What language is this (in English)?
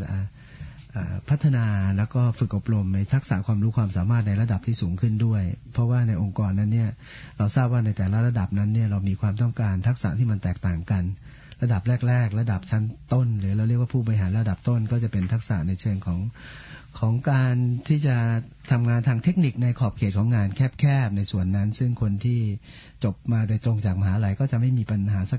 Thai